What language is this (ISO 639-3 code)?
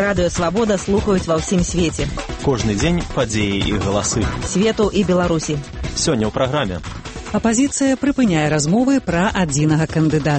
bel